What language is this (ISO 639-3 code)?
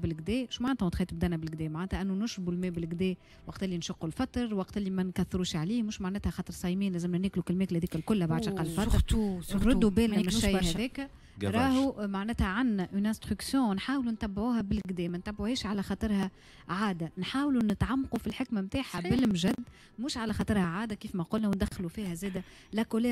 aeb